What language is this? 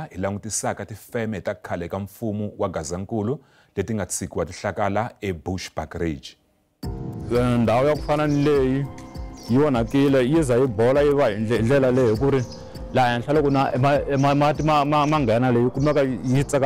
Tsonga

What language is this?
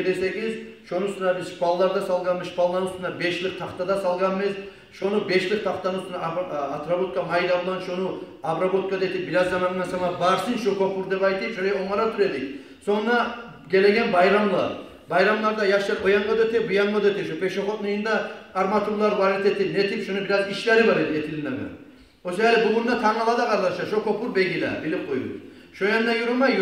Kumyk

